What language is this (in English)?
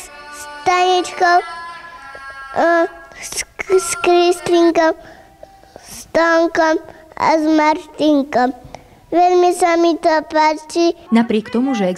Slovak